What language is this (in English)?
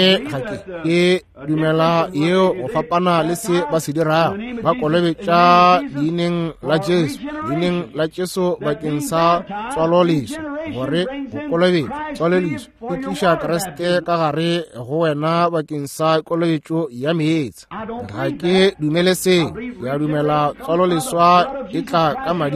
Northern Sotho